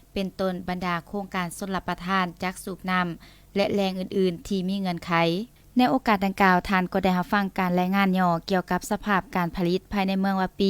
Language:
Lao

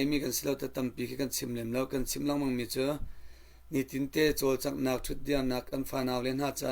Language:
Hakha Chin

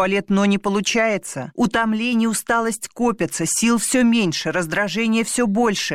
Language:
Russian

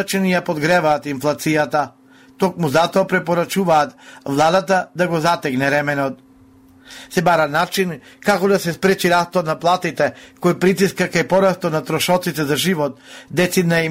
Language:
Macedonian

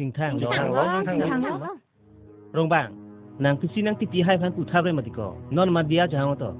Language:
Karbi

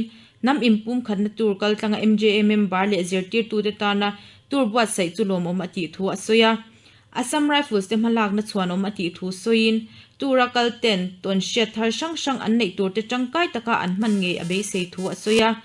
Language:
Mizo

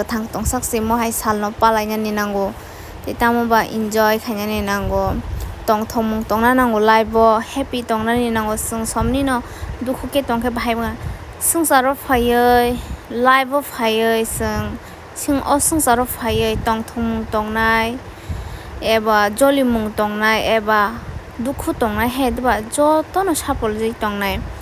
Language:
Kok Borok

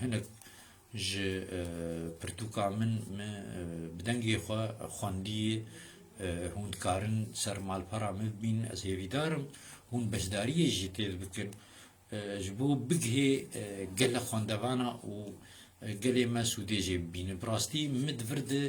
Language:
Kurdish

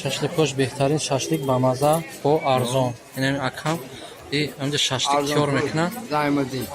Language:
Tajik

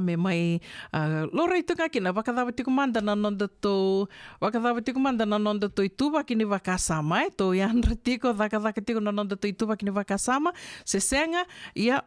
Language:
Fijian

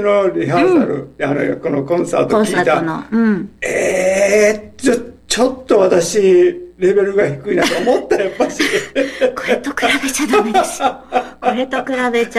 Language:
Japanese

